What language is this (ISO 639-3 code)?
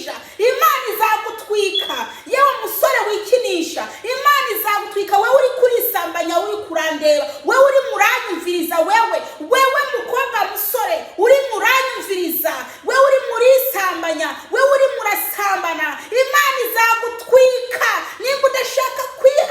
kin